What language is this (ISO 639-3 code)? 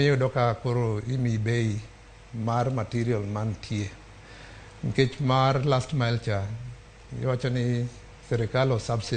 luo